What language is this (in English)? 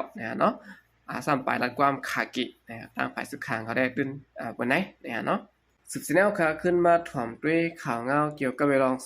Shan